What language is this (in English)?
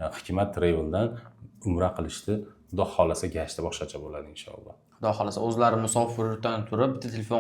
Uzbek